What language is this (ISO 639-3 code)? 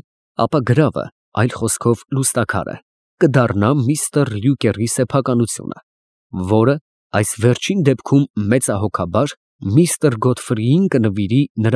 hye